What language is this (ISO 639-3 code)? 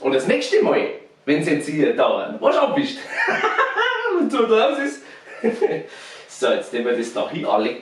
bar